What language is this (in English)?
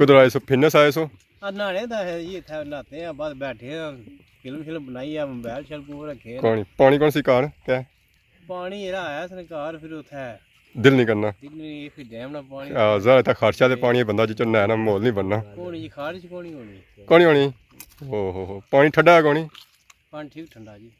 Pahari-Potwari